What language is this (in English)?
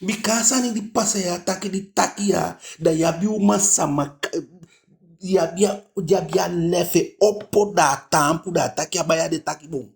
Eastern Maroon Creole